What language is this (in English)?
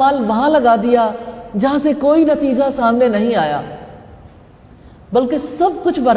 Urdu